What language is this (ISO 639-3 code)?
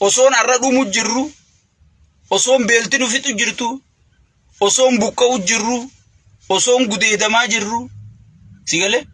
orm